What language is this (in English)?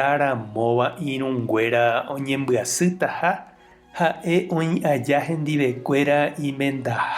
Guarani